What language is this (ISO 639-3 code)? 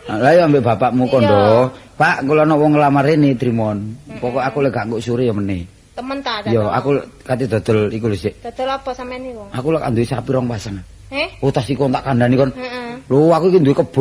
jav